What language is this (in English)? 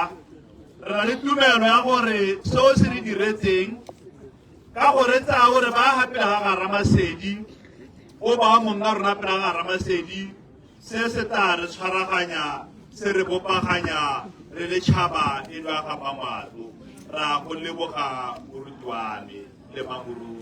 Tswana